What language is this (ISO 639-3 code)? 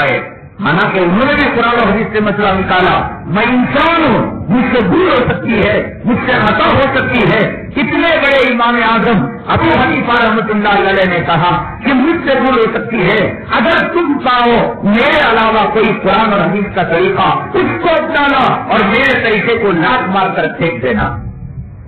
urd